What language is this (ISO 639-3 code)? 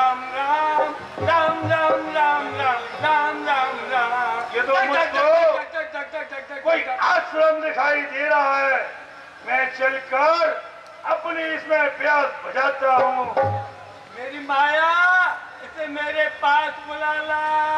hin